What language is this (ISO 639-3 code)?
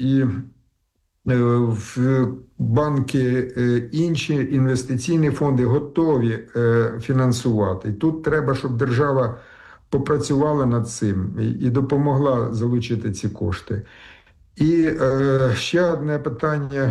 ukr